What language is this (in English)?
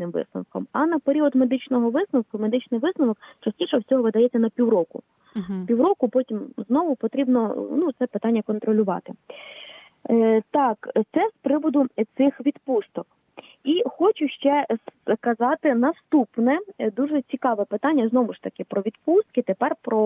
Ukrainian